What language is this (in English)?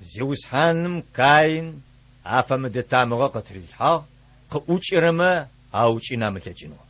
Adyghe